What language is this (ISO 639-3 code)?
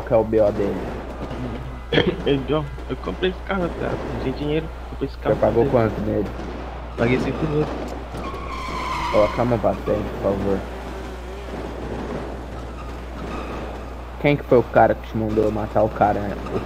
por